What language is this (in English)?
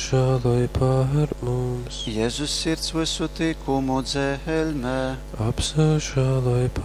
Latgalian